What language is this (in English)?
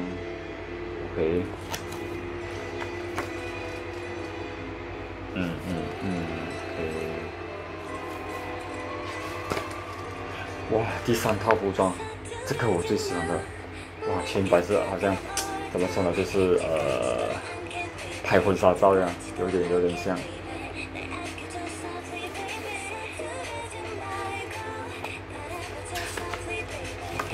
Chinese